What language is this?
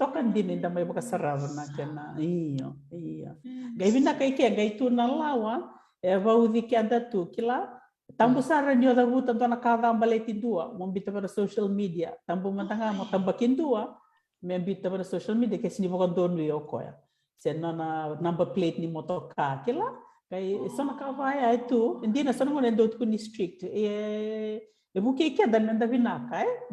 Fijian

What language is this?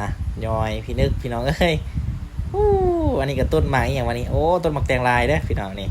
Lao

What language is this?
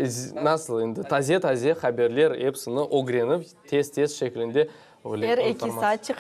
Crimean Tatar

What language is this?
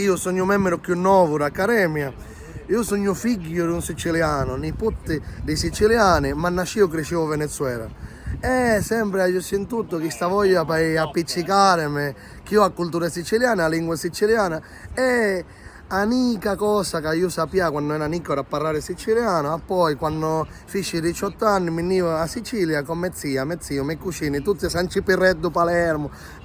Sicilian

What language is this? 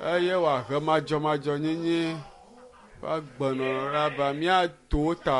Ewe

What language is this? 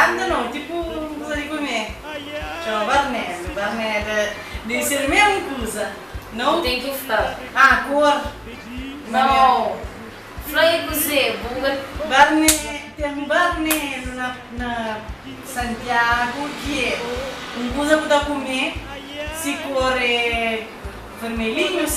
Kabuverdianu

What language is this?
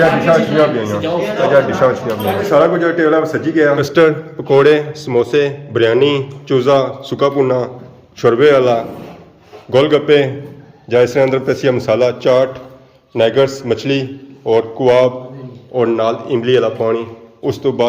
Pahari-Potwari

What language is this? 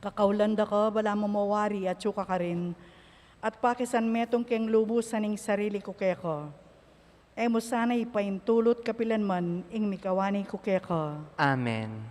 Pampanga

